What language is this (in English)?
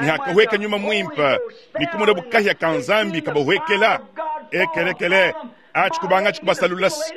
Luba-Lulua